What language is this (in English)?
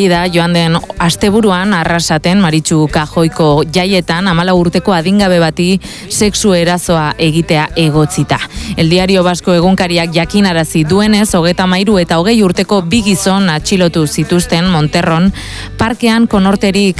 Basque